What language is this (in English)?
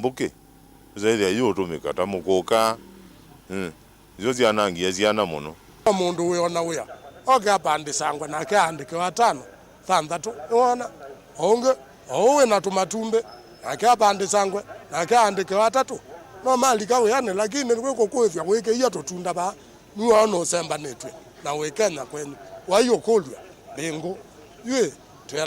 Kamba